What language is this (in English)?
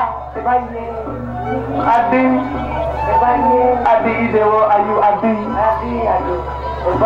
Balinese